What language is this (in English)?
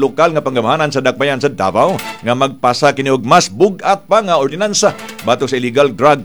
Cebuano